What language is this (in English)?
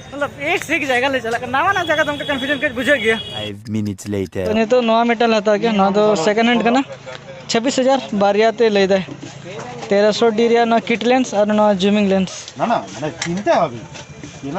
Santali